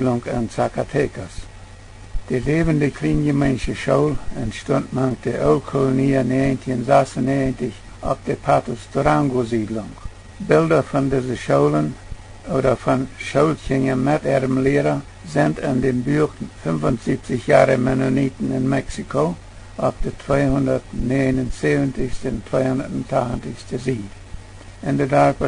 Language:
Plautdietsch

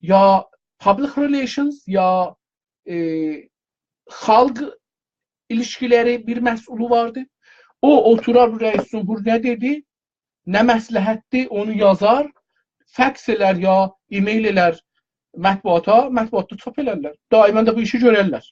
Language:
South Azerbaijani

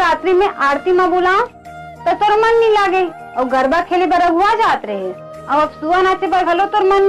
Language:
Chhattisgarhi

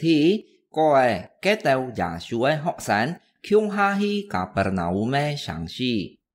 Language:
Hakka Chinese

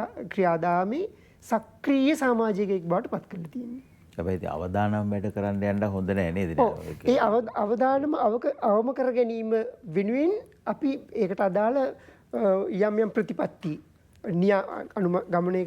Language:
Sinhala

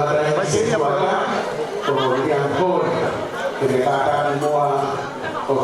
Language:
Tongan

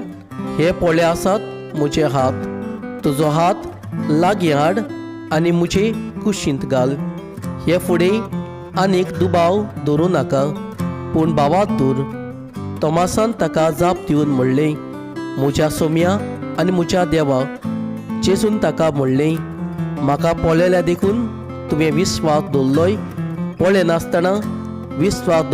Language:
Konkani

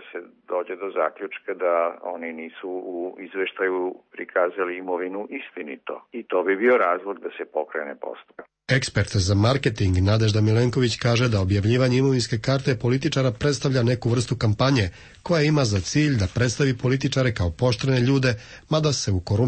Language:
Serbian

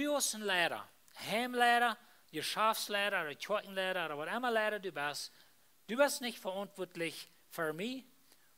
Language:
Plautdietsch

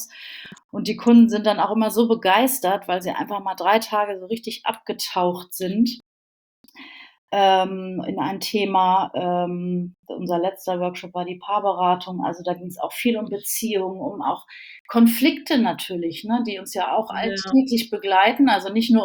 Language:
German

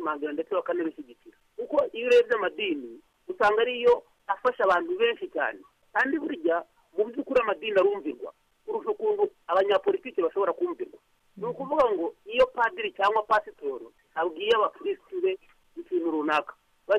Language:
Kinyarwanda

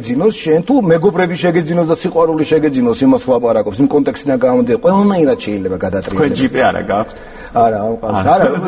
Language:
Georgian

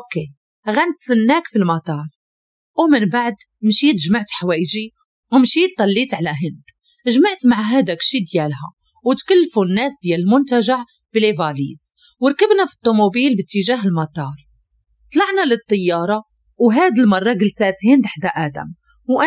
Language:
Moroccan Arabic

